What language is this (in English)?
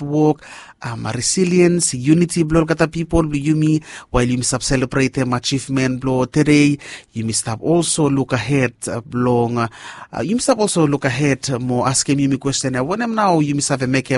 Bislama